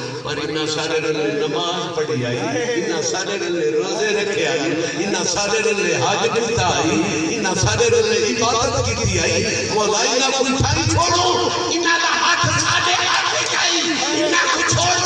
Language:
Saraiki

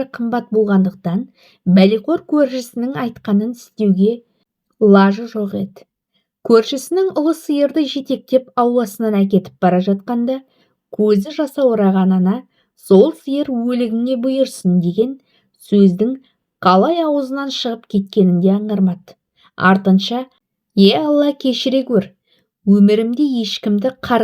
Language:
Kazakh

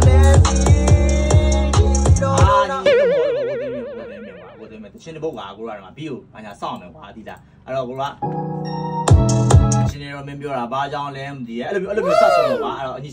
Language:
Burmese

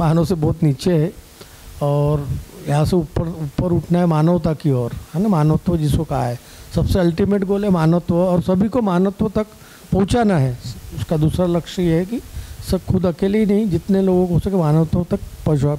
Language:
Hindi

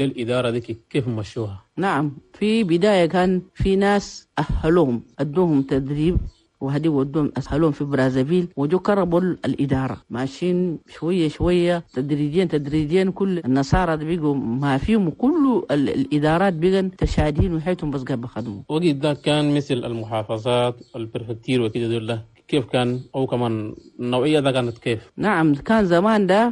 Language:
Chadian Arabic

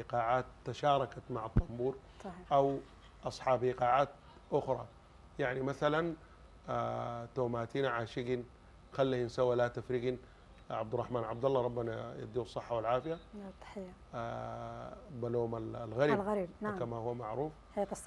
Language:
Sudanese Arabic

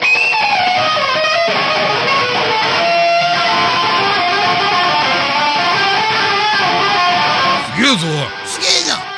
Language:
Japanese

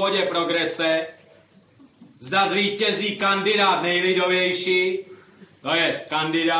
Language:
Czech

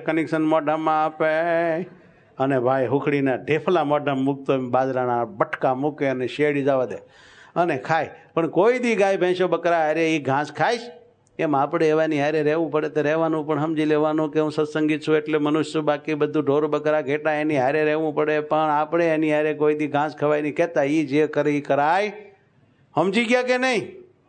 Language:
Gujarati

